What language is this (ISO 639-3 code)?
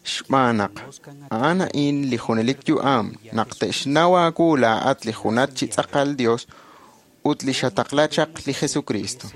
kek